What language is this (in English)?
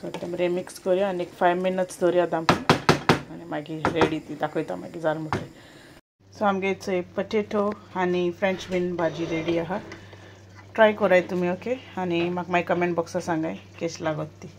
Konkani